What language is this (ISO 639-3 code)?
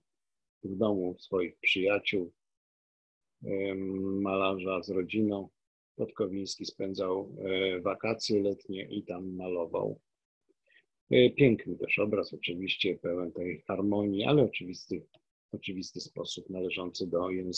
pol